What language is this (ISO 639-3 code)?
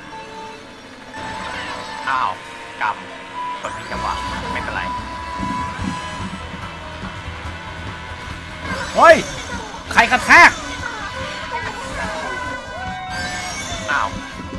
tha